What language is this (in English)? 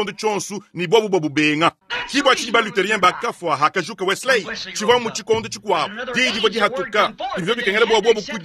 Luba-Lulua